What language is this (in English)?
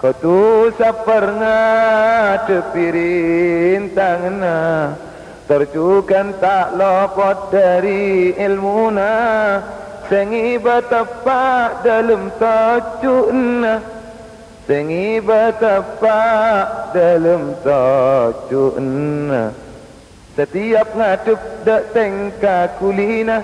Madurese